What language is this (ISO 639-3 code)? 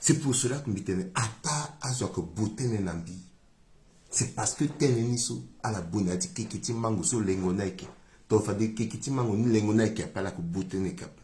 sag